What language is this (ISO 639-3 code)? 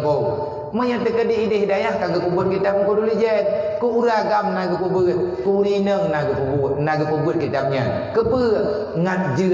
ace